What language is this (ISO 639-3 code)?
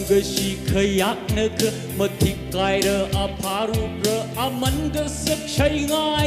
nmf